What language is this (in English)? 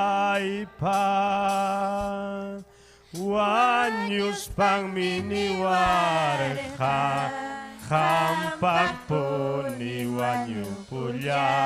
Ayacucho Quechua